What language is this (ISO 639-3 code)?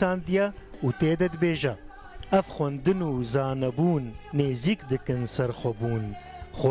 kur